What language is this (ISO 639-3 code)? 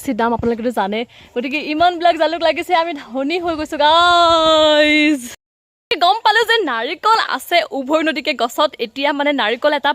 asm